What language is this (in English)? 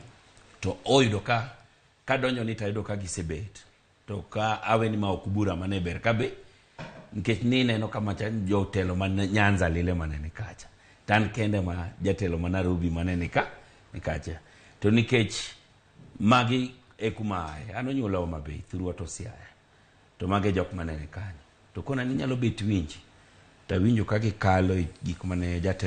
Luo (Kenya and Tanzania)